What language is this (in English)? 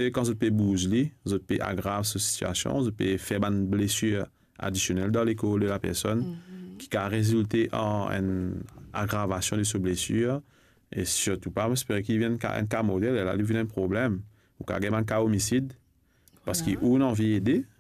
Morisyen